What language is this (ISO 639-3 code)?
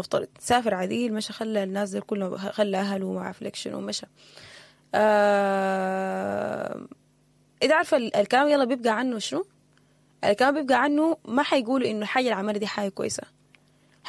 apd